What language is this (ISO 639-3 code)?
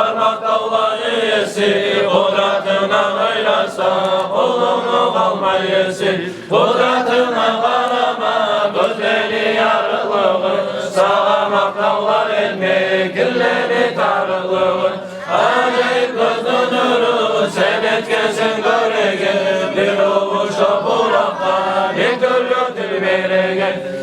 kum